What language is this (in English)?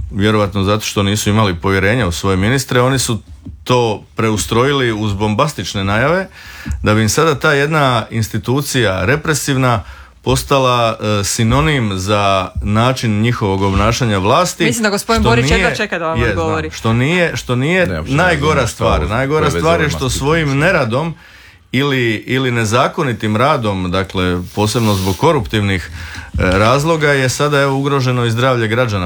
Croatian